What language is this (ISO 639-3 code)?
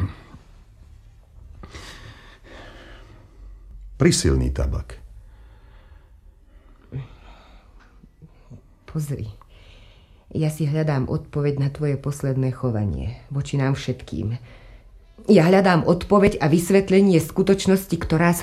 slk